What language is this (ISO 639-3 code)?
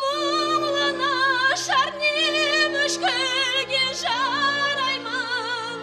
kaa